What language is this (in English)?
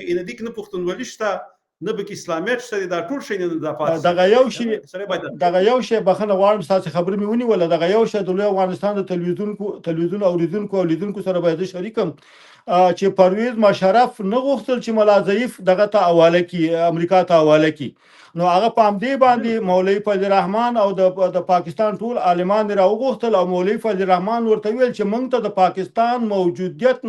Pashto